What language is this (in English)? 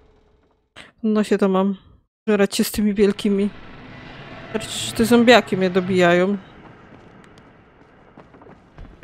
Polish